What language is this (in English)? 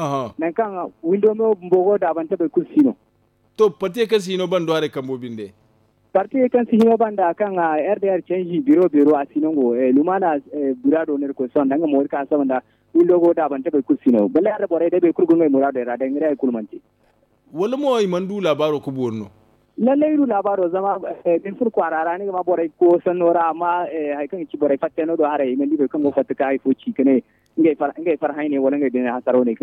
Zarma